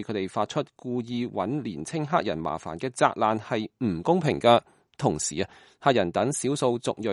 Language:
Cantonese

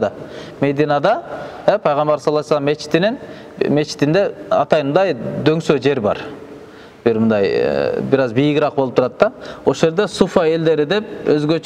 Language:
Kyrgyz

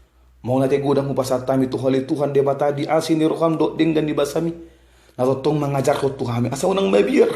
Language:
Batak Toba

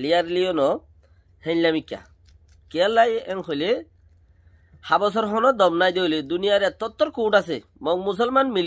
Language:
Rohingya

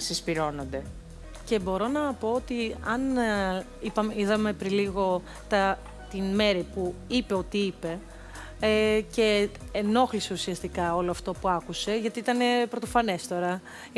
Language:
Greek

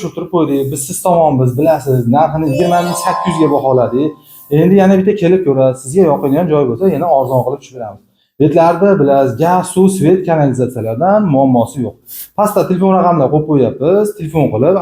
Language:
Uzbek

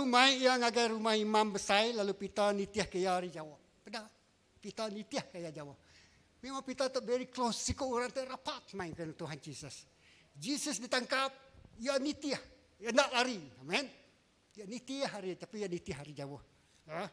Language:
Iban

